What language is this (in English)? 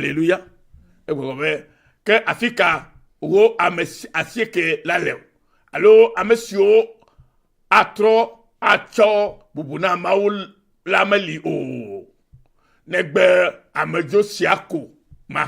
Ewe